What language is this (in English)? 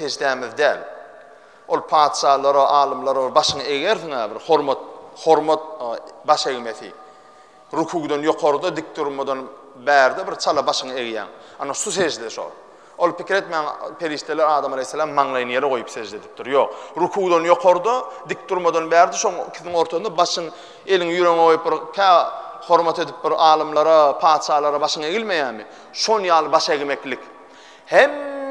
Turkmen